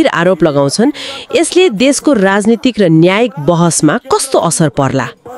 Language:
Nepali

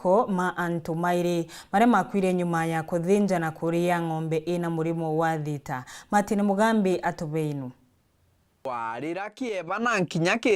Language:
Meru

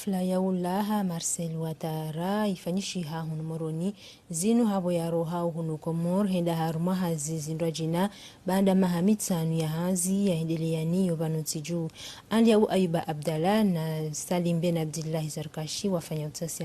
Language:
Ngazidja Comorian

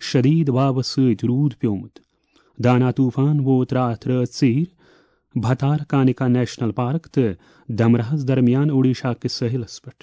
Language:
Kashmiri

